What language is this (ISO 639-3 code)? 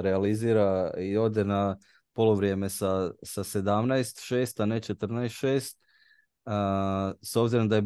hrv